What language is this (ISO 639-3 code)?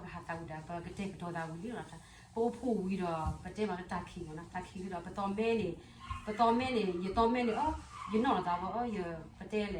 ksw